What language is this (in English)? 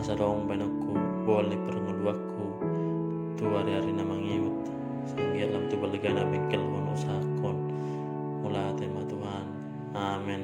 Batak Toba